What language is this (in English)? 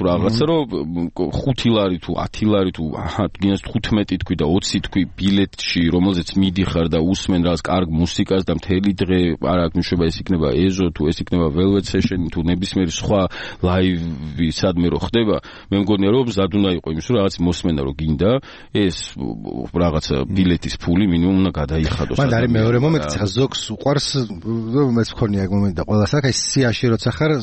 Georgian